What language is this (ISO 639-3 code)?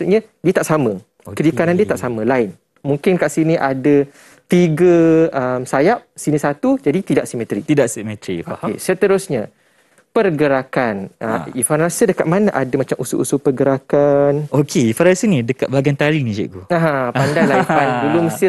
msa